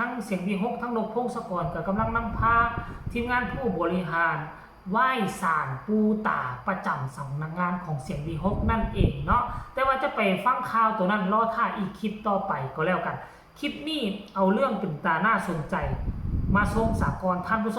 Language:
Northeastern Thai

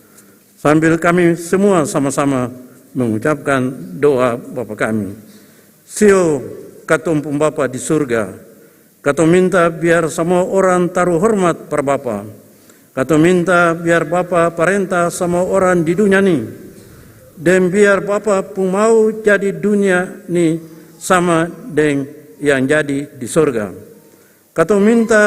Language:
Ambonese Malay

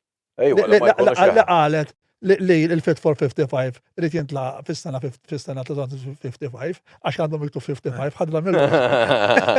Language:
Maltese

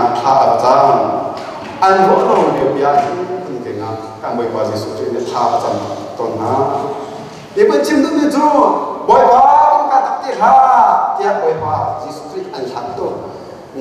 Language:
Hakha Chin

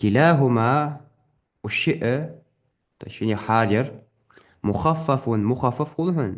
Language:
Ingush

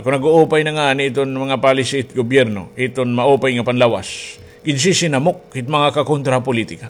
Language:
Waray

